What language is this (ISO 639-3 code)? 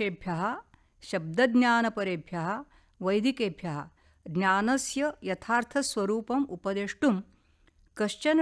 san